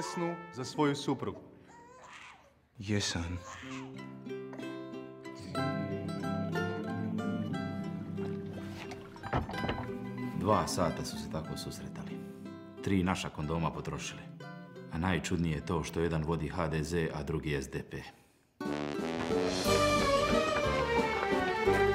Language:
Croatian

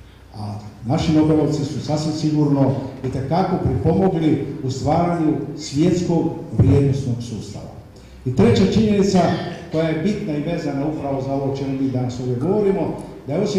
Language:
Croatian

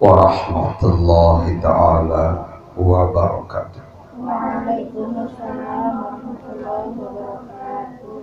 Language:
Sasak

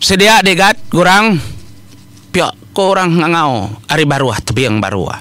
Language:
Iban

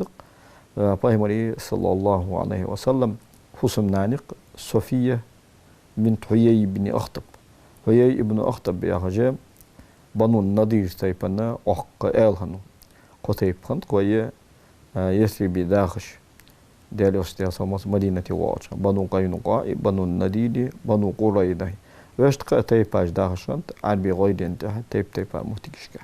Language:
Ingush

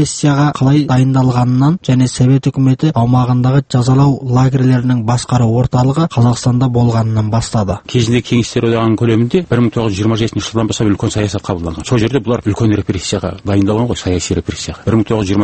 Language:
Kazakh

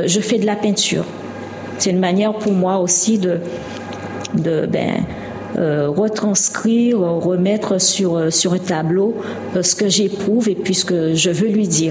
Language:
French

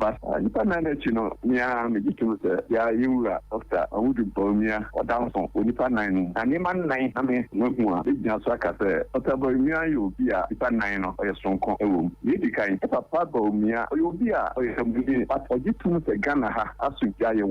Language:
Akan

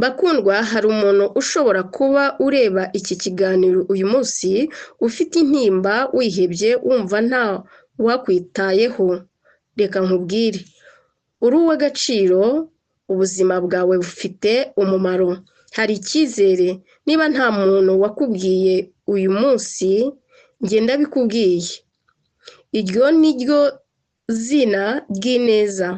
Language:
Kinyarwanda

